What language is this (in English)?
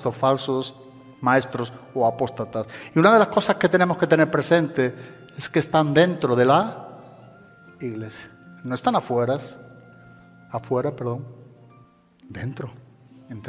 Spanish